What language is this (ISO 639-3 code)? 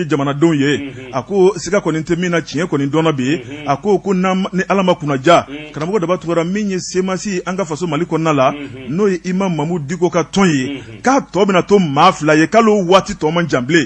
bam